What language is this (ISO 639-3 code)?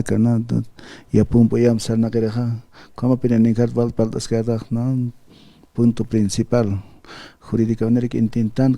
aym